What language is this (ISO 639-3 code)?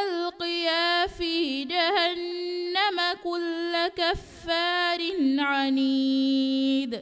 div